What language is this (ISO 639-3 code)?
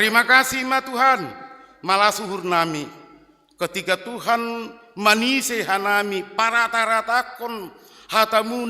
bts